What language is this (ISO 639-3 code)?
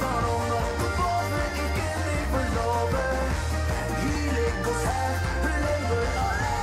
lim